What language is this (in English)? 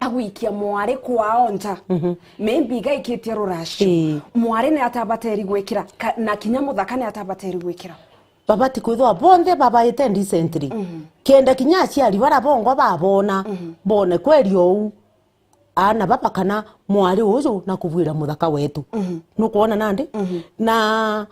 Meru